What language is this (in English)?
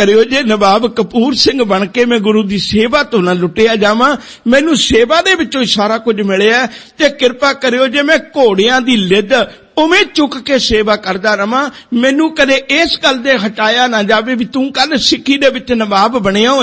Punjabi